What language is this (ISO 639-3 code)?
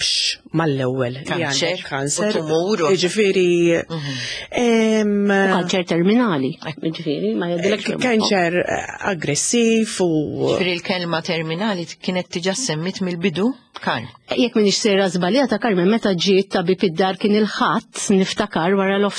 mlt